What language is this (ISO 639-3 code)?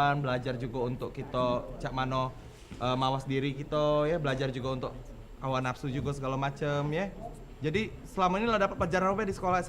mui